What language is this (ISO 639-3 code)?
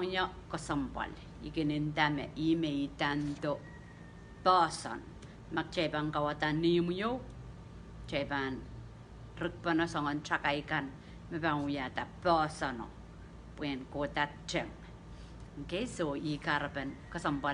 pon